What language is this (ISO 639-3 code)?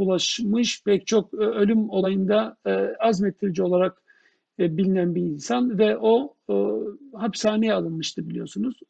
tur